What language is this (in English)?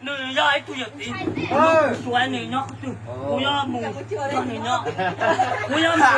Hmong